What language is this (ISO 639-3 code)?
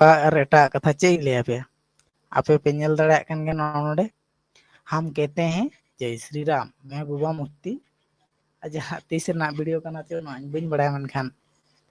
sat